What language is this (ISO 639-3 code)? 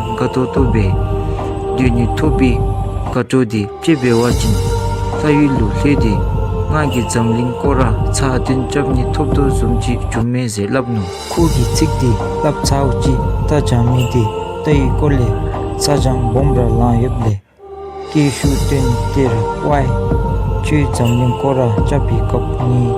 dzo